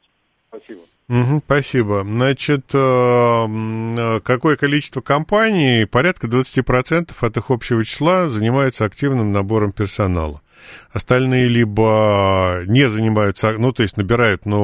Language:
Russian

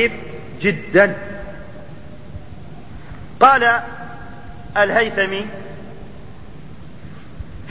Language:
Arabic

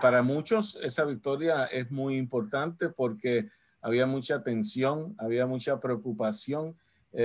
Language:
Spanish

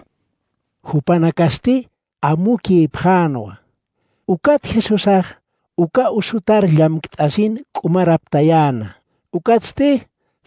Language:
Aymara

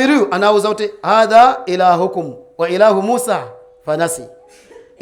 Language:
Nyanja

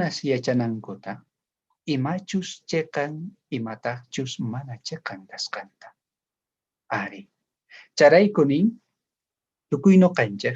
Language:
South Bolivian Quechua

